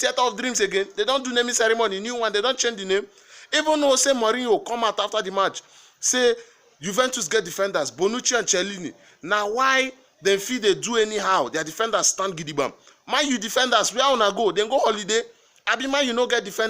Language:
Nigerian Pidgin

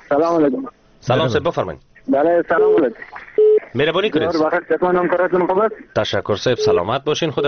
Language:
Persian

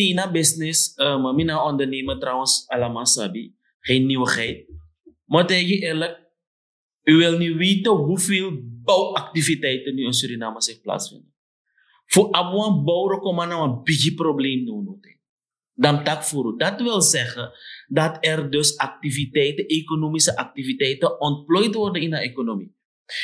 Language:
Sranan Tongo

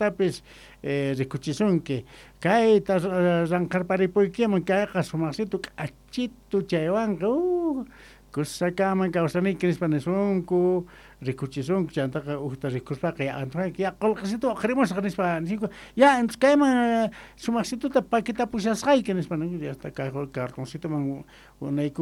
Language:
Quechua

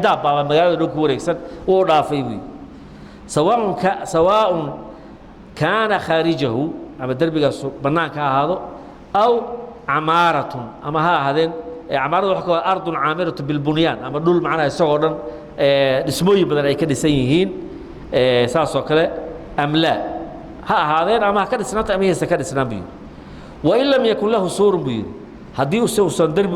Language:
Somali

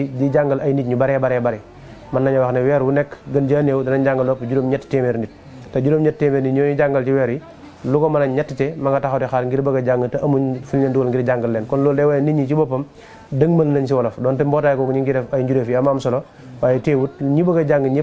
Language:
Wolof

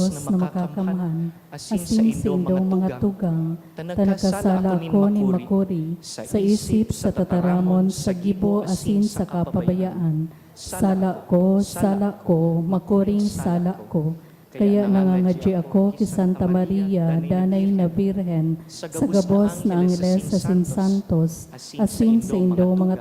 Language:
Bikol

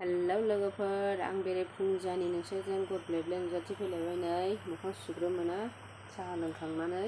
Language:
Bodo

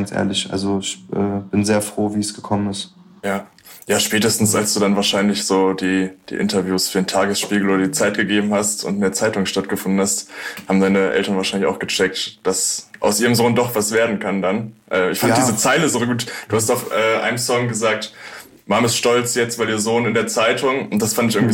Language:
German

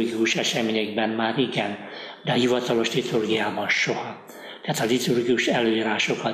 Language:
Hungarian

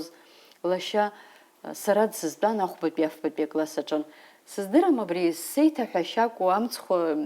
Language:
Abkhazian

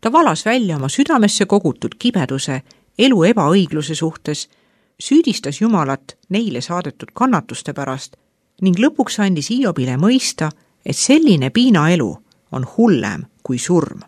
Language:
Estonian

